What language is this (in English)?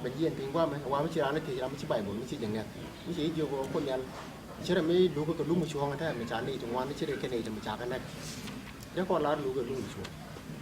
Nuer